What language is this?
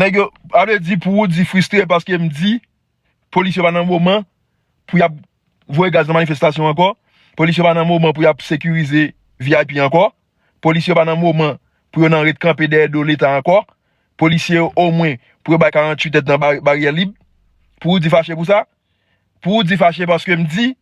Haitian Creole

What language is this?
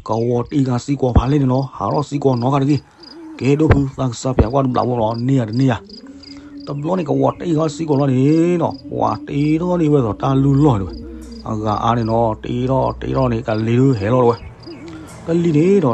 S'gaw Karen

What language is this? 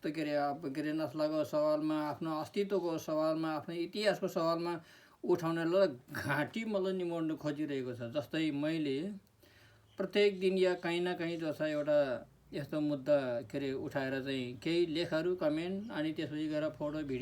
Nepali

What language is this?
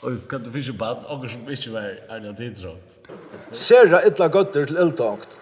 Faroese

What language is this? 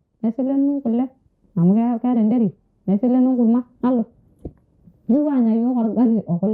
Masai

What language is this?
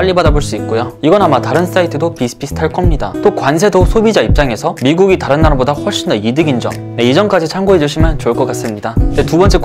Korean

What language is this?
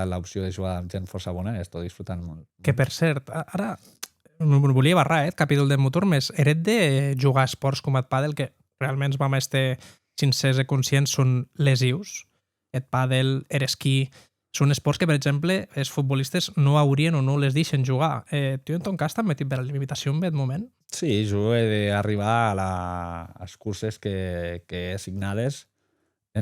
Occitan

